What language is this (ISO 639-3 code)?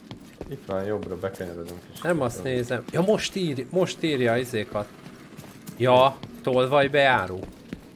hun